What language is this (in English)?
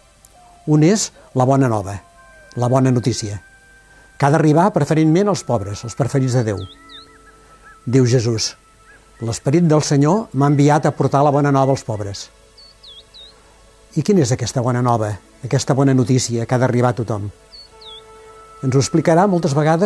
Catalan